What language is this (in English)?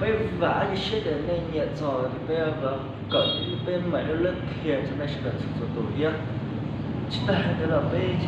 Hmong